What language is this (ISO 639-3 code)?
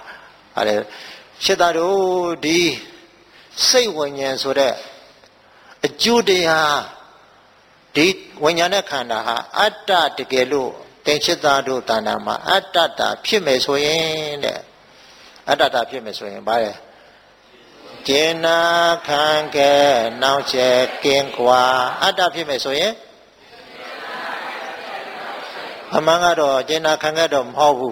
mya